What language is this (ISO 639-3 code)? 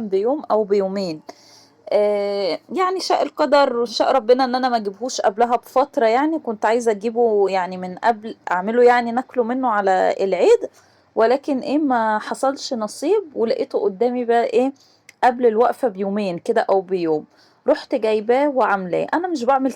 arz